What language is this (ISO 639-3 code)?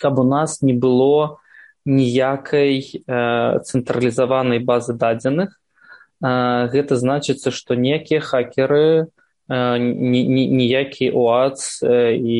bel